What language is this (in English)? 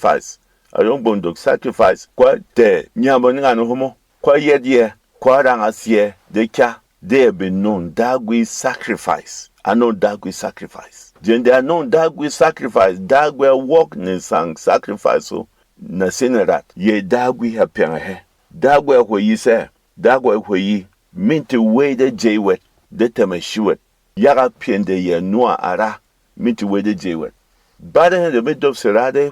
Berom